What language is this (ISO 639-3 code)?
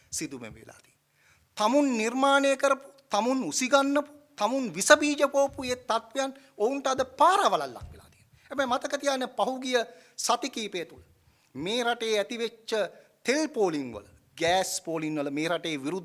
sin